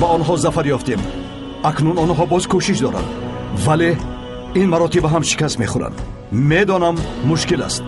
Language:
Tajik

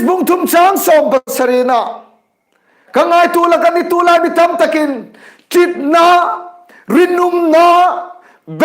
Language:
Hmar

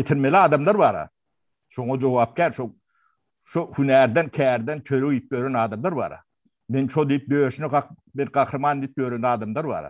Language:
Turkmen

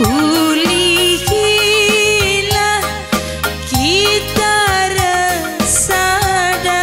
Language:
Batak Karo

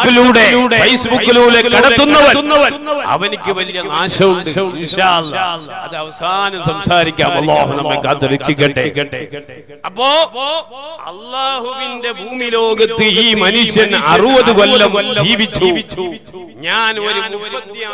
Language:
Malayalam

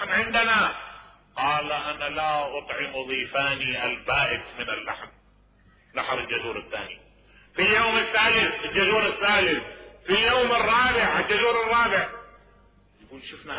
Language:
Mesopotamian Arabic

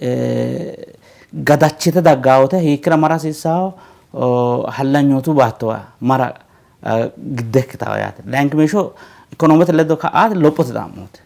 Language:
Sidamo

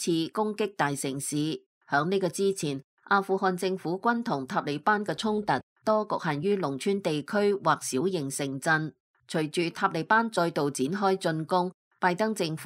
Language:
Cantonese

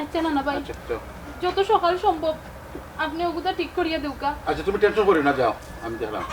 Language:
Sylheti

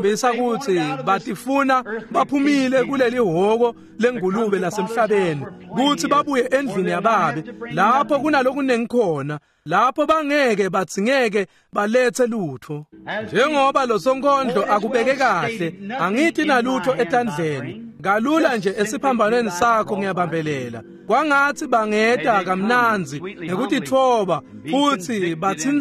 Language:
Swati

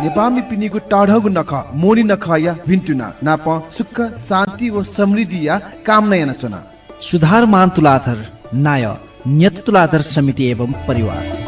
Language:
Newari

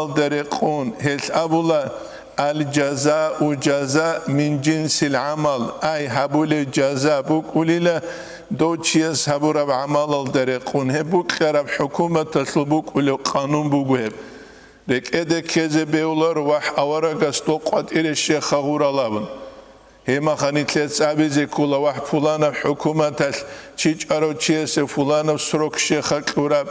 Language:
Avaric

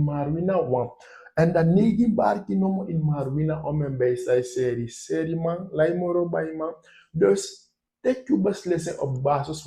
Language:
Sranan Tongo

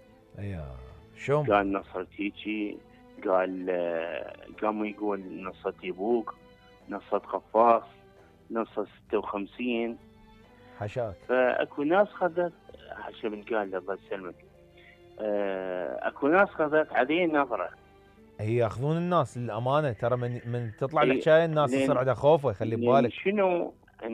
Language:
Mesopotamian Arabic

